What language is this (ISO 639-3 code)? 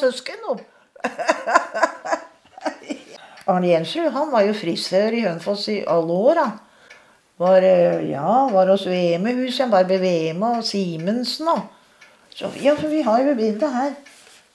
nor